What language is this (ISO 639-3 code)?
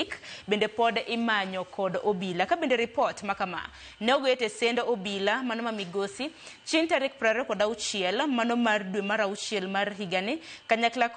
luo